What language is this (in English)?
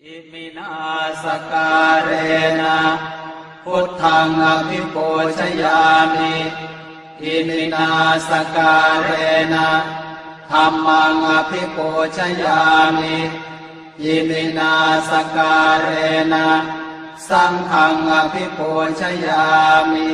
Pali